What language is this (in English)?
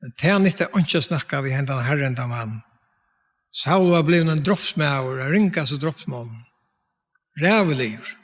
Faroese